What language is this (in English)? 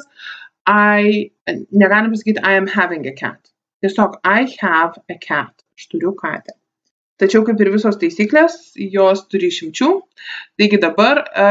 Lithuanian